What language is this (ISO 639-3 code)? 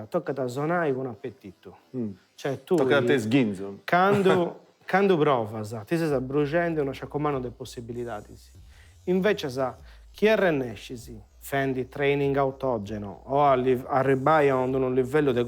srd